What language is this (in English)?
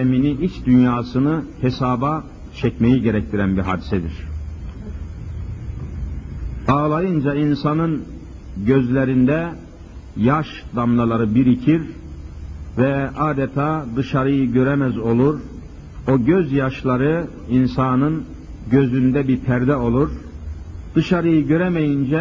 Turkish